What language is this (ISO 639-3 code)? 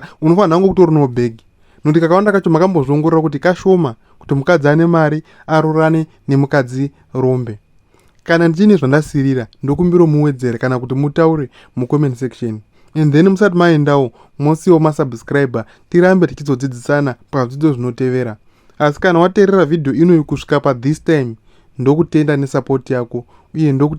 sna